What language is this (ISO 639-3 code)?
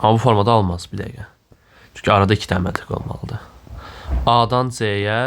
aze